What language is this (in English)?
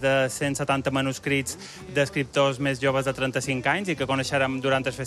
Catalan